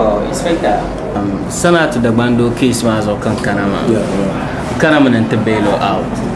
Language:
Dagbani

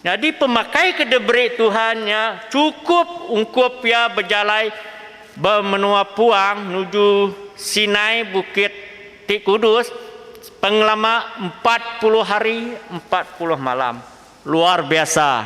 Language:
Iban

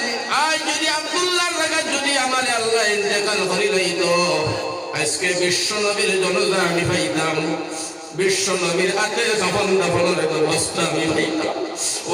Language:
Sylheti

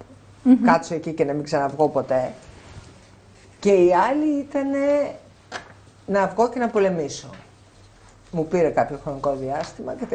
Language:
Greek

